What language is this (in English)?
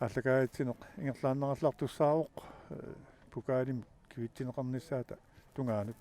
Kalaallisut